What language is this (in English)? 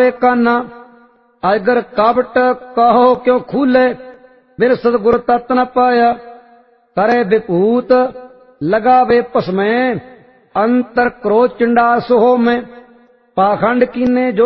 Punjabi